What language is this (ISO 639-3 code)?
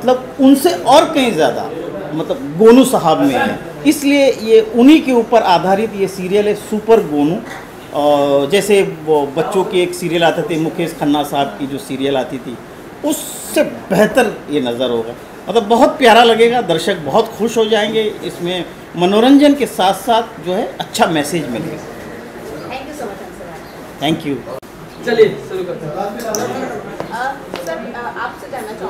hin